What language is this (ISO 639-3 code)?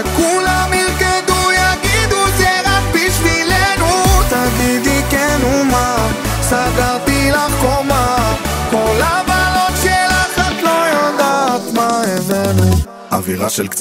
heb